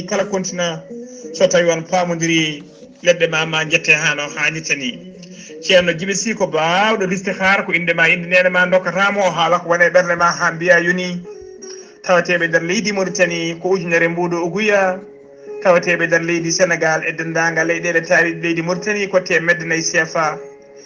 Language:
Fula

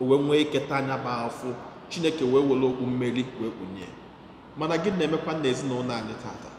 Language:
Igbo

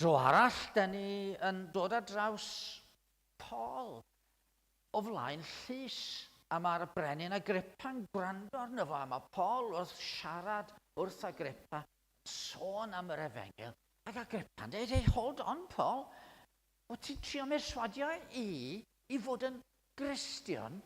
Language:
Welsh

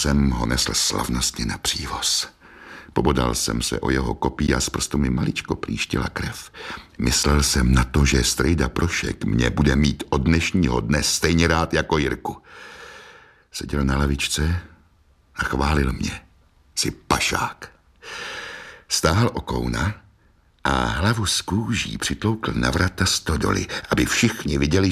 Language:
Czech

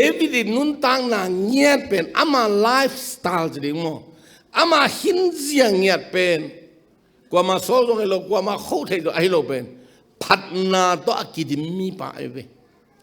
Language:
Tedim Chin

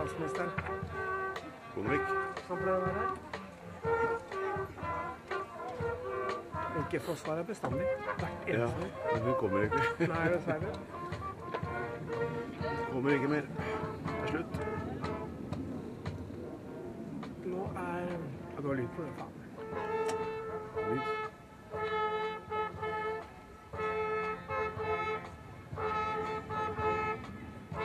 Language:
Norwegian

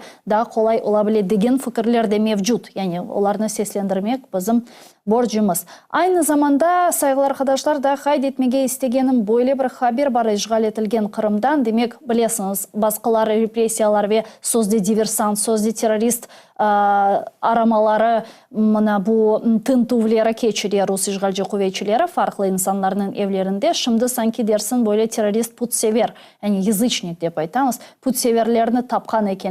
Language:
Crimean Tatar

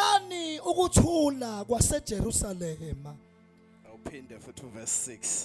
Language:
Zulu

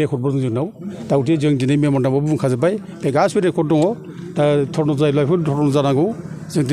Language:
Bodo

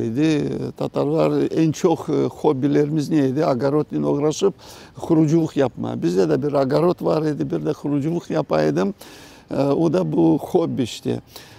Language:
Crimean Tatar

